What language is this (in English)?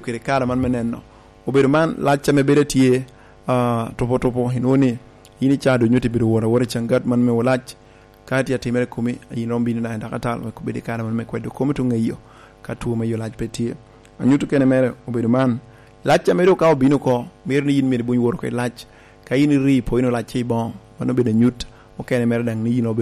Lango (Uganda)